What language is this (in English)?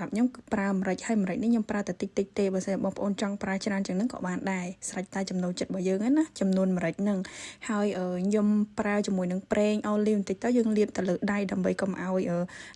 Khmer